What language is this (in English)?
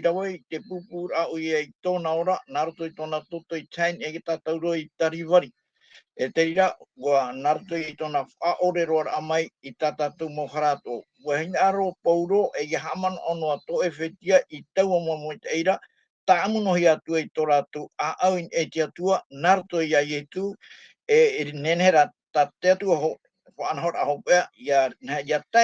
Tahitian